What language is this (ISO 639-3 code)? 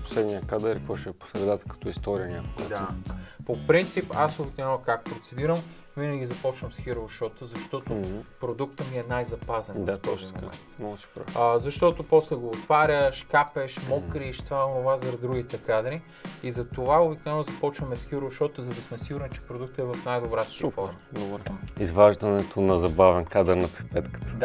bul